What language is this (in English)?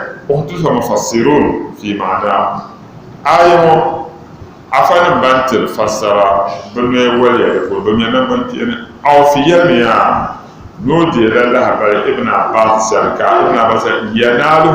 Dagbani